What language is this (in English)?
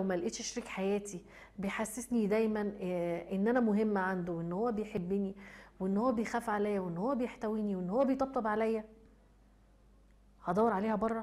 Egyptian Arabic